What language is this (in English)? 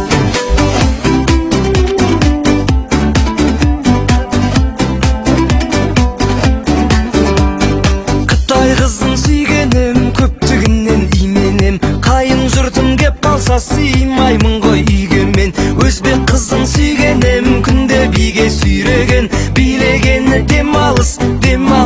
Kazakh